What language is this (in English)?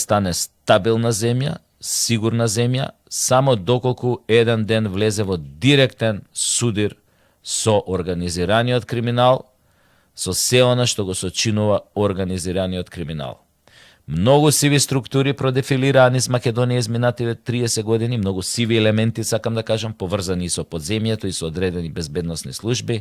Macedonian